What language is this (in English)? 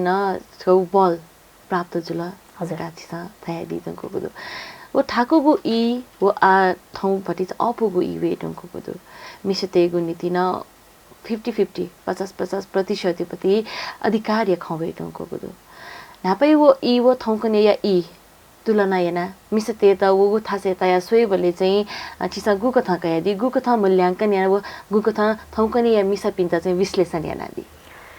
Newari